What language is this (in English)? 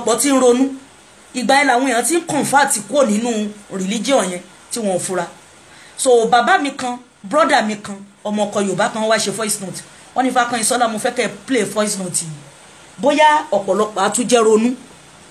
Yoruba